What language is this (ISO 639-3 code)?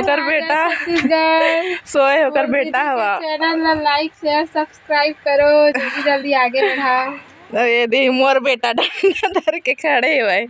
hne